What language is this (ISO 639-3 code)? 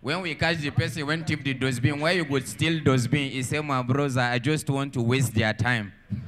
pcm